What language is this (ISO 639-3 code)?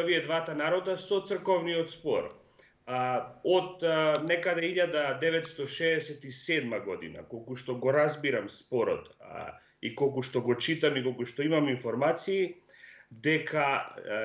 mkd